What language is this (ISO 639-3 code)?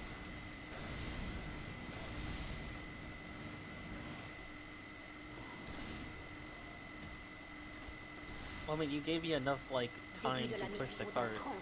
eng